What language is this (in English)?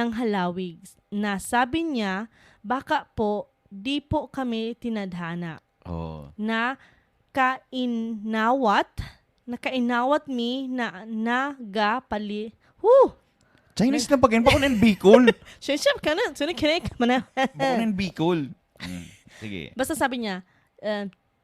Bikol